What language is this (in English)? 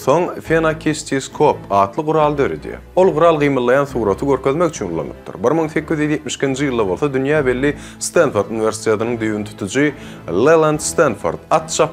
Turkmen